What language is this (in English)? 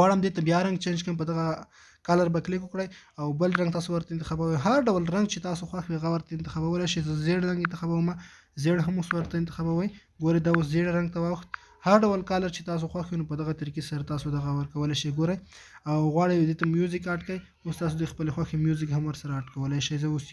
Pashto